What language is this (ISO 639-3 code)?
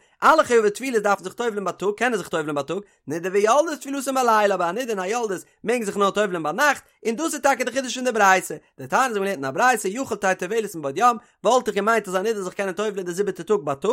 yid